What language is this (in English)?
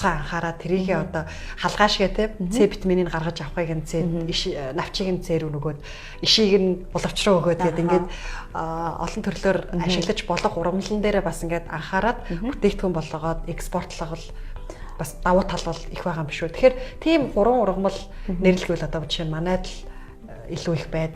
Mongolian